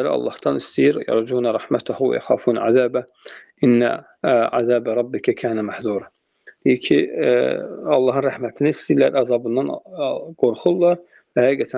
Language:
Azerbaijani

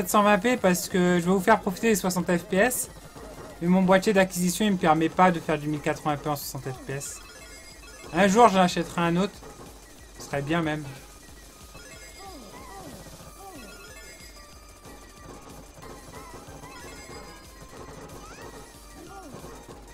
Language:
French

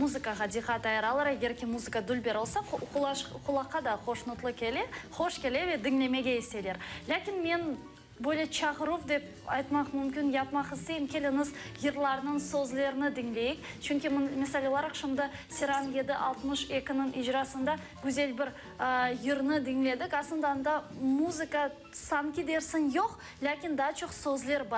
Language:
Crimean Tatar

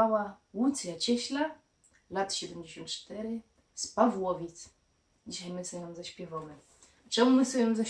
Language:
Silesian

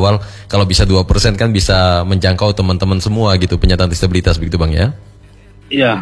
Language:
Indonesian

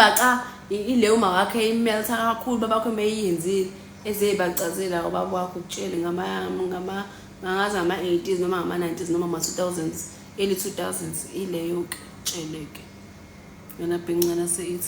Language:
Zulu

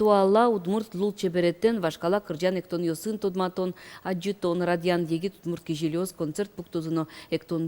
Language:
Udmurt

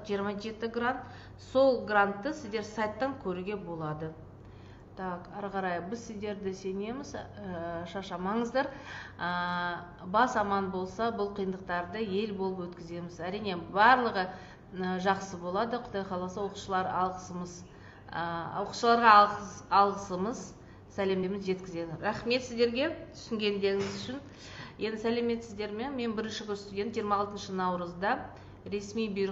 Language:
Kazakh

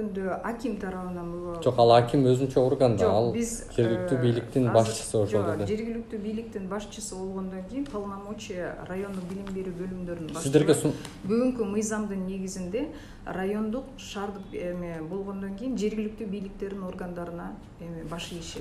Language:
Kyrgyz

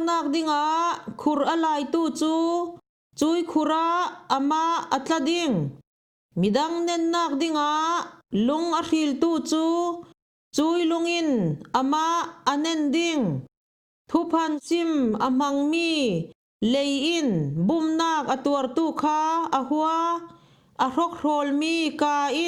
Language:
Falam Chin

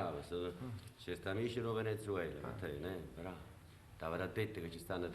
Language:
Neapolitan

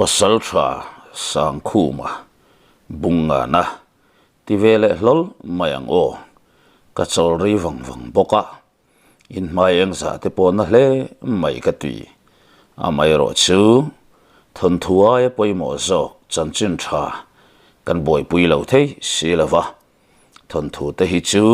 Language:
Mizo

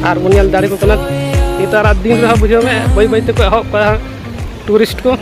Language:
Santali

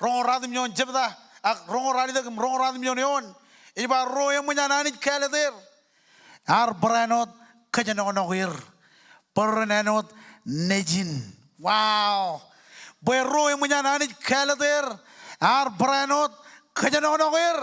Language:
Marshallese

